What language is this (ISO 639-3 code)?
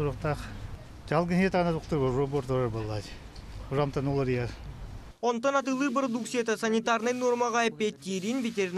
sah